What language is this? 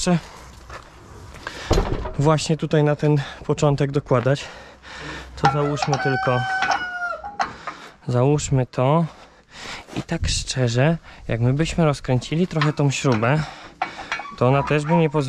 Polish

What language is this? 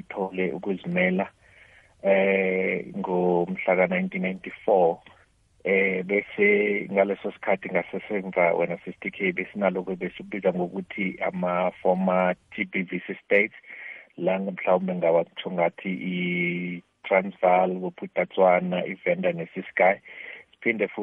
South Ndebele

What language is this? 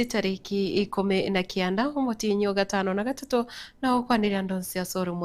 Gusii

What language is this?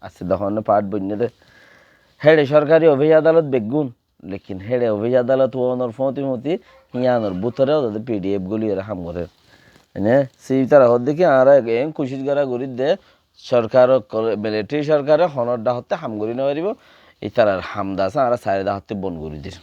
Rohingya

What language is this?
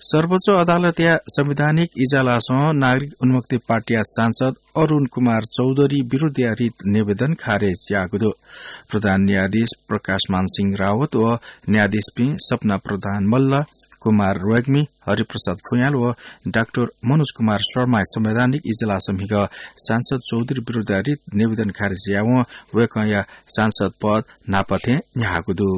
Newari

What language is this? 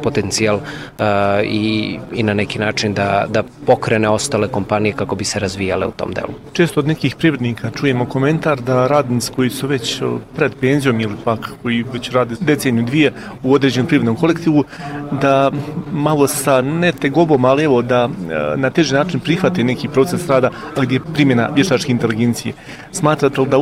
Serbian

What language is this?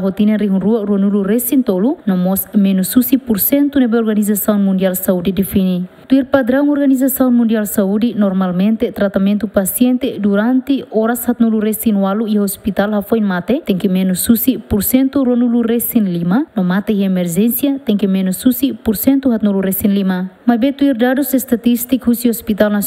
Tetum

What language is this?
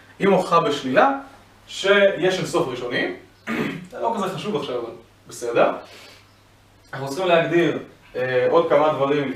Hebrew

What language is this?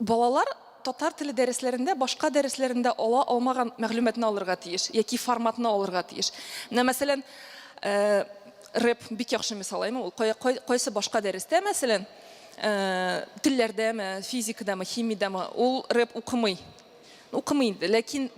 Tatar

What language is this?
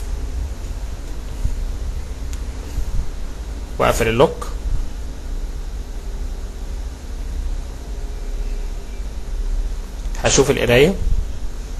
Egyptian Arabic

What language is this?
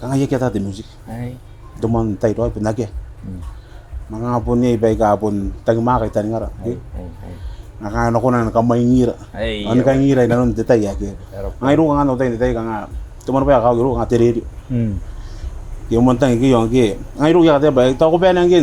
Gilbertese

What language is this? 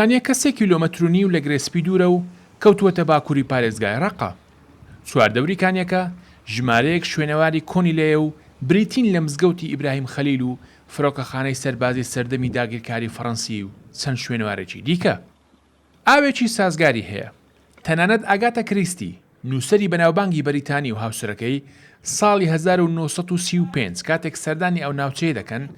Central Kurdish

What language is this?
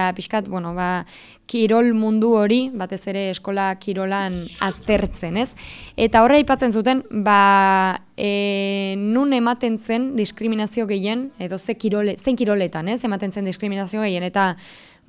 Basque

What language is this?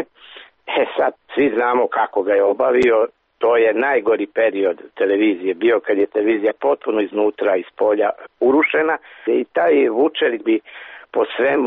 Serbian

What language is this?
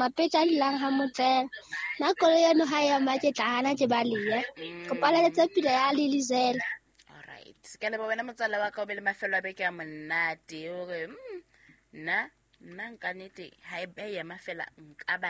Southern Sotho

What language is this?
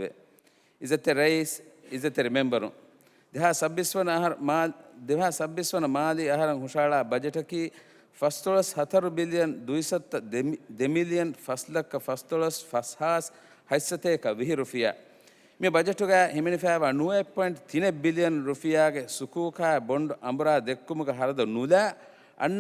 Divehi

